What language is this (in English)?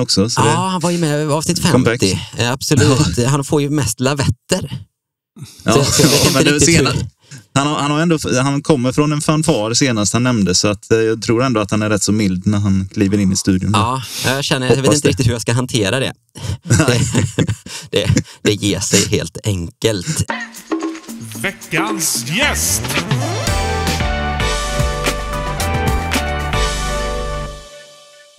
Swedish